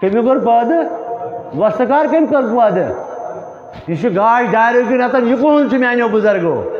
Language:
Kashmiri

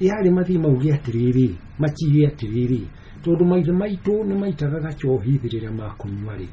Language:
Kikuyu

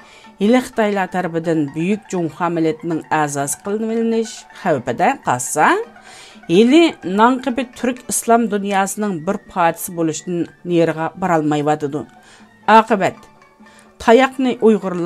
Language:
Uyghur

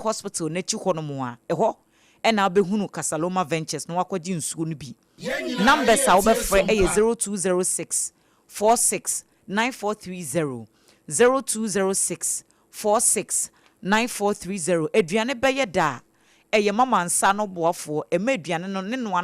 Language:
Akan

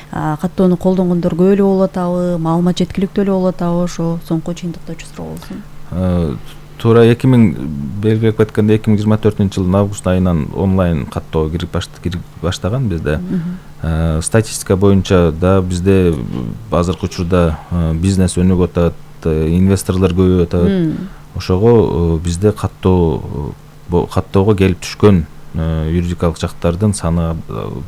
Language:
Kyrgyz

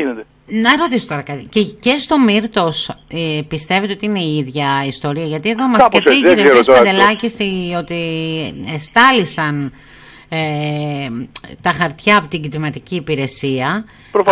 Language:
Greek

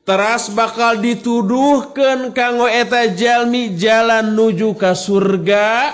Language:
Sundanese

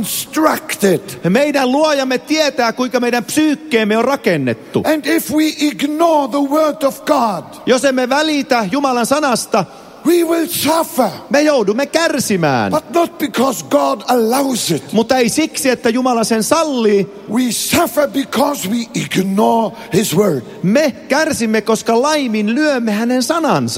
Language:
Finnish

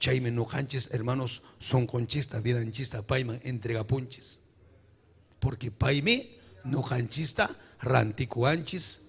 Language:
Ayacucho Quechua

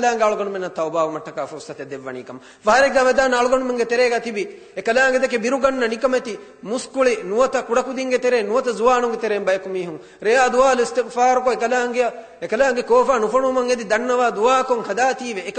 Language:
Divehi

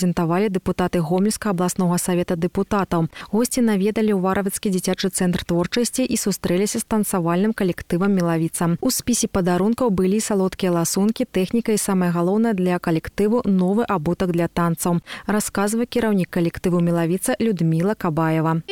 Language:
Belarusian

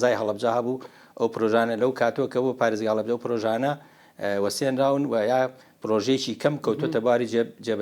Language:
Central Kurdish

